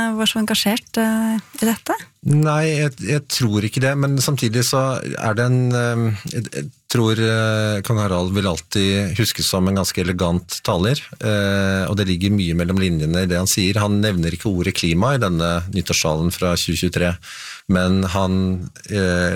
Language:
Norwegian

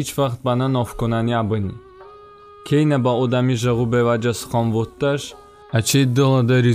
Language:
Talysh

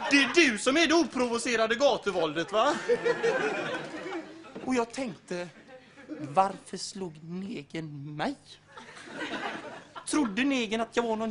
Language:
Swedish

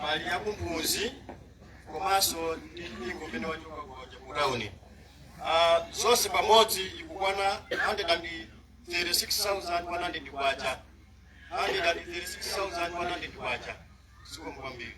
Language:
Nyanja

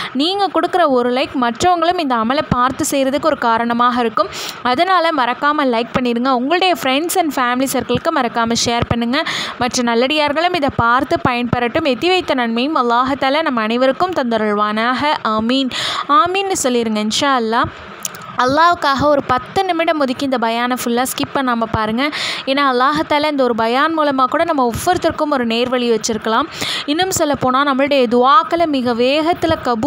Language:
Tamil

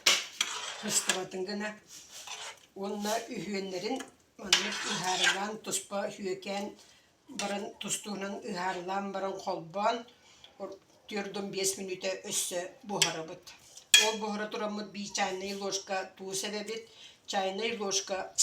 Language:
Yakut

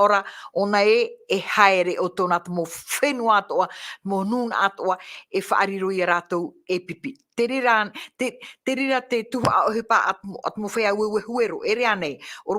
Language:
Tahitian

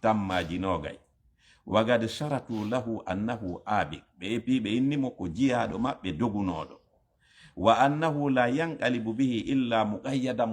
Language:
Fula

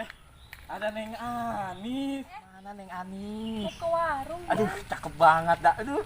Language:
Betawi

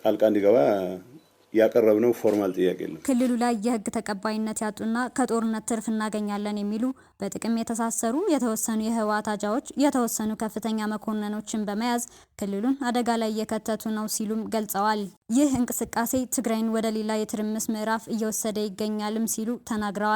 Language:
Amharic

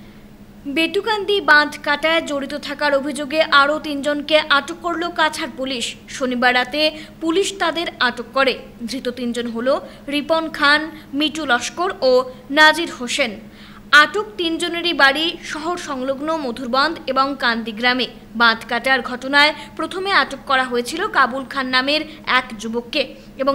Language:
Bangla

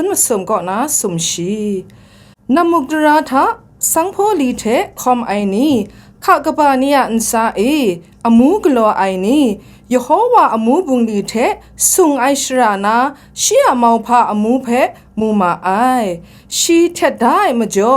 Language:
Kachin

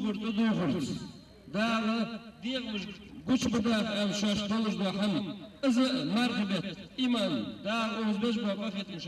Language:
Ingush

